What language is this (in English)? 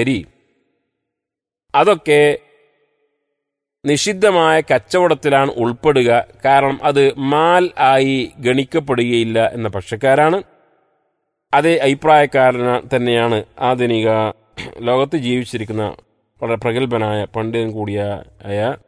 Malayalam